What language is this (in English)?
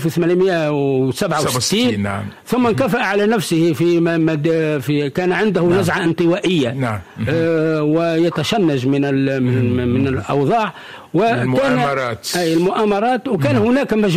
Arabic